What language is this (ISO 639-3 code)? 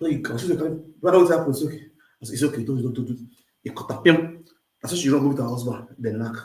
pcm